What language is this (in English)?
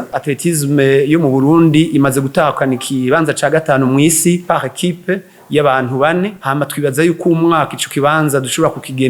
Rundi